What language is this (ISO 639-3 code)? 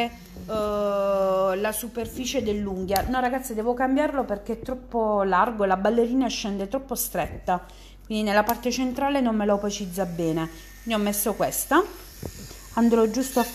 ita